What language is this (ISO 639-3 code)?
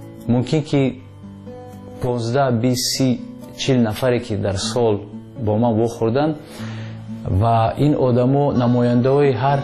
fas